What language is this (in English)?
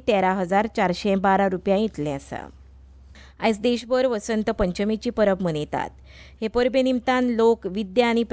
Konkani